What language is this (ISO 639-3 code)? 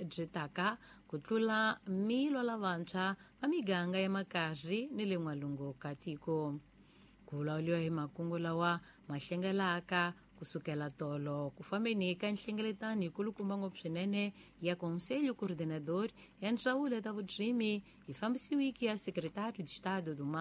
tso